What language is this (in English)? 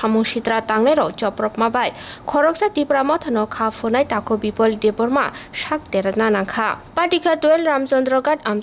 Kok Borok